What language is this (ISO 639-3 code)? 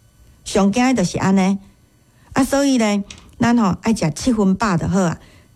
nan